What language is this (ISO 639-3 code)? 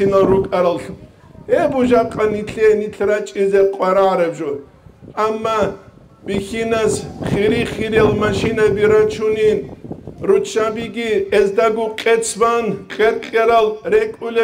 ava